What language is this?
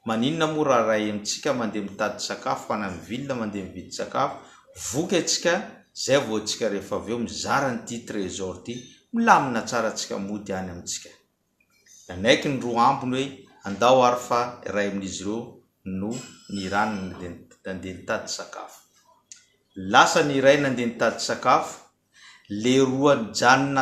Malagasy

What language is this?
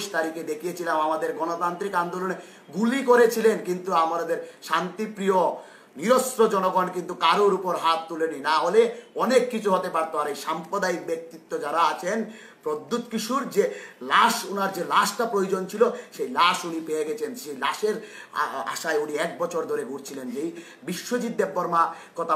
Bangla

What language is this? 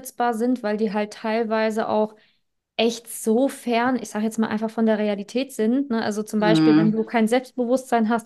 German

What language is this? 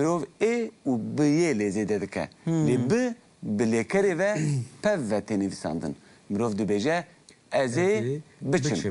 Kurdish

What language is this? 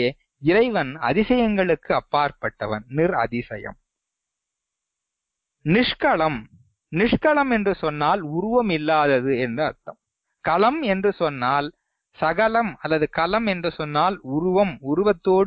Tamil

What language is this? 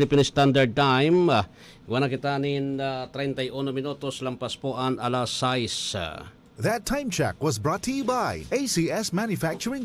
Bikol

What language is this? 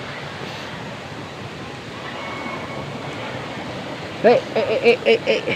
Lao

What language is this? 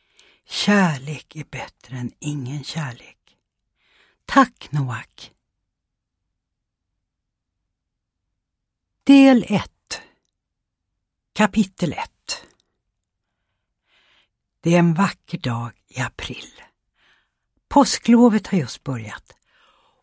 Swedish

